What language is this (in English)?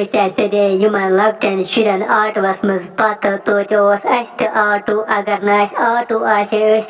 Kashmiri